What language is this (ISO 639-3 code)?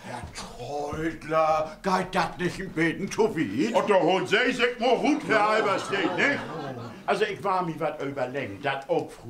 nds